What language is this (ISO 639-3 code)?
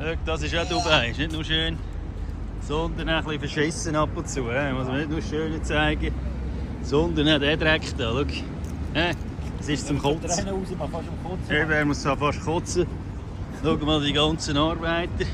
gsw